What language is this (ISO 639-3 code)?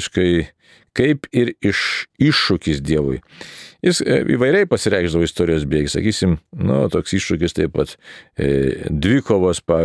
lit